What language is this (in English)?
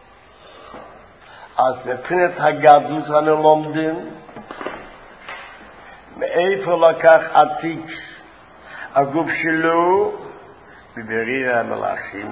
Hebrew